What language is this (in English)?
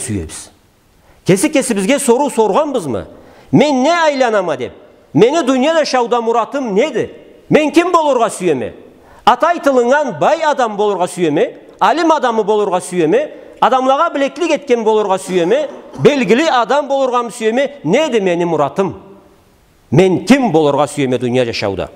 Karachay-Balkar